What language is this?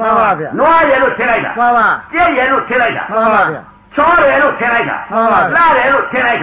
Burmese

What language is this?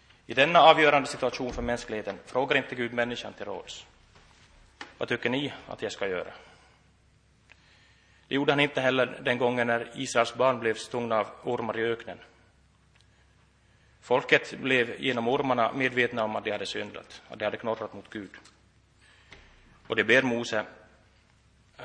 Swedish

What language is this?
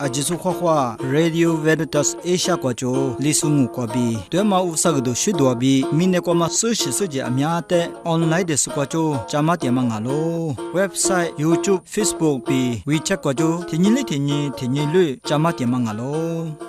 Lisu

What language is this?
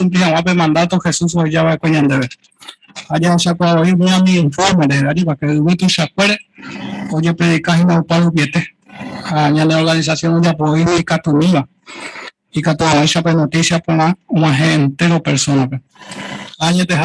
Guarani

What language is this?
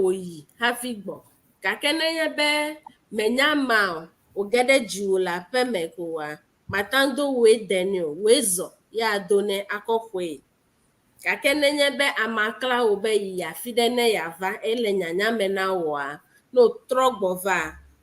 Ewe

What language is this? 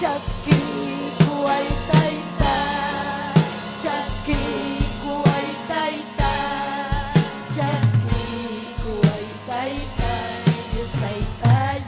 Ayacucho Quechua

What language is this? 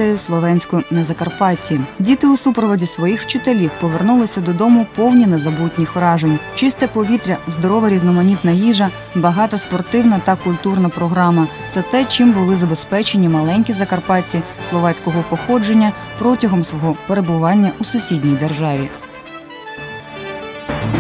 Ukrainian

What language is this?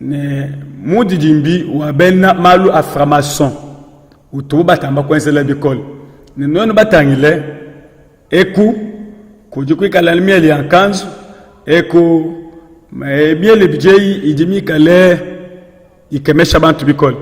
Luba-Lulua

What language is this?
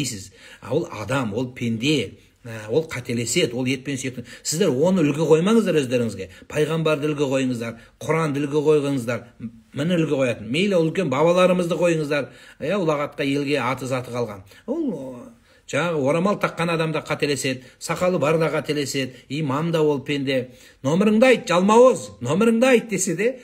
Kazakh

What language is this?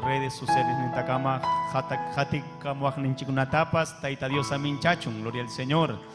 Ayacucho Quechua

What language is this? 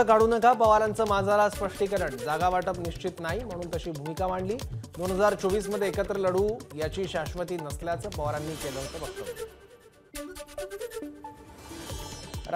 Marathi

